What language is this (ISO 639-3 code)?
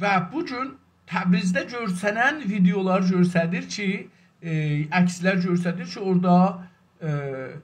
azb